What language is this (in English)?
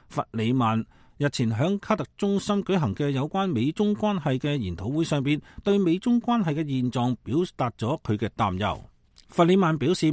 Cantonese